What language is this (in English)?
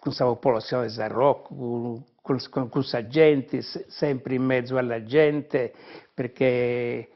Sardinian